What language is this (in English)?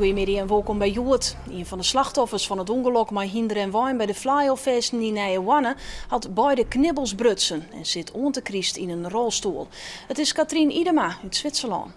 Western Frisian